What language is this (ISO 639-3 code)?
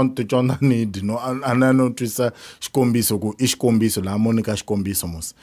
tso